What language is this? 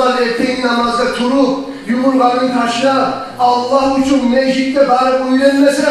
Kumyk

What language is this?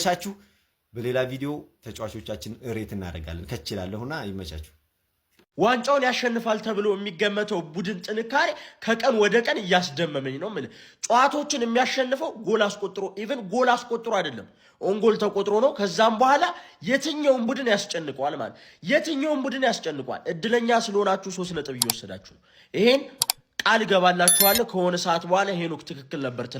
Amharic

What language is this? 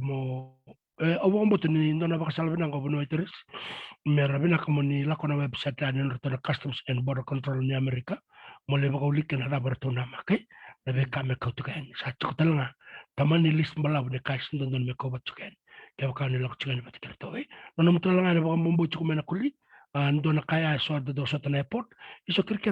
Fijian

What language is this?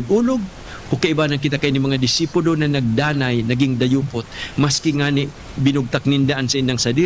Bikol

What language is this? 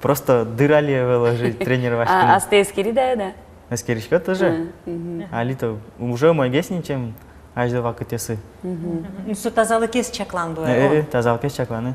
Udmurt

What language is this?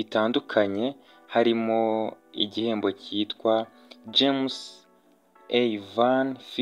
Kinyarwanda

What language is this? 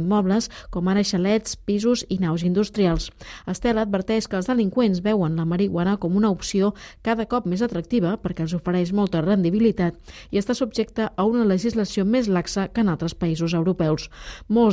Catalan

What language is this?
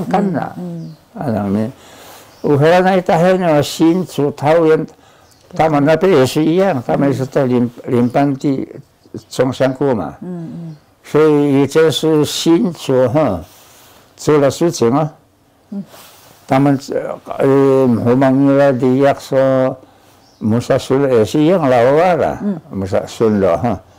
Taroko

